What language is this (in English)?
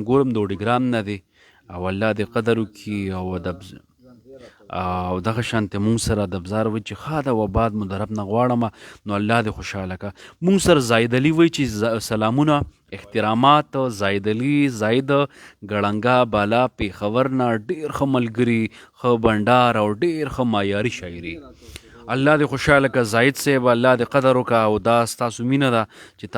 Pashto